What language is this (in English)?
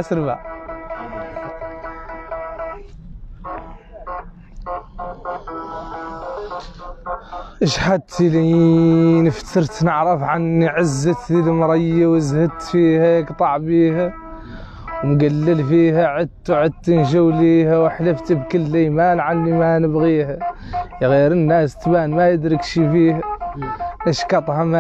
Hassaniyya